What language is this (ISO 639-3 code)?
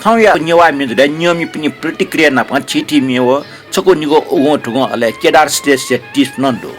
new